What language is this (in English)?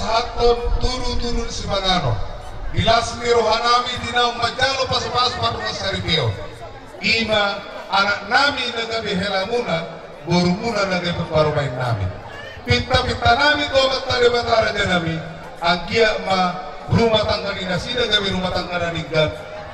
Batak Toba